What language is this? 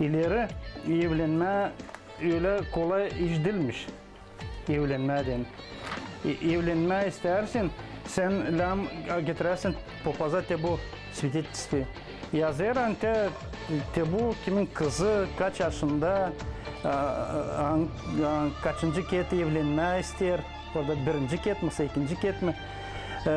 Gagauz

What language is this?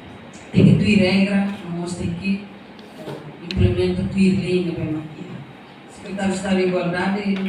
Tetum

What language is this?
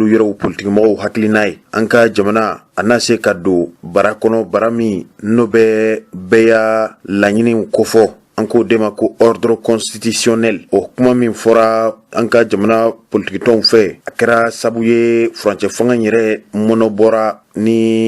Bambara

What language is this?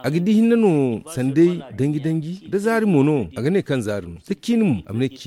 Zarma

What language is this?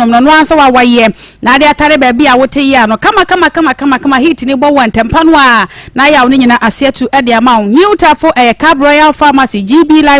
Akan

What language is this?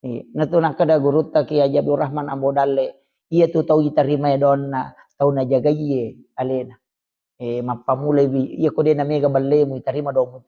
Buginese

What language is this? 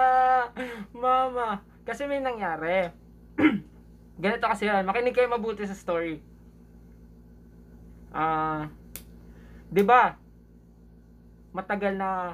Filipino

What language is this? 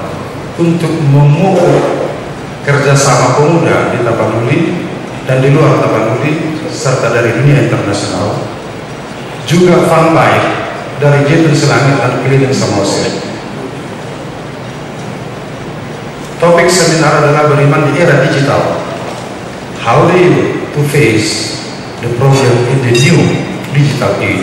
Indonesian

